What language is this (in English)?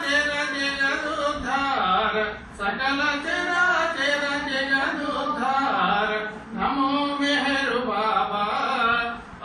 Telugu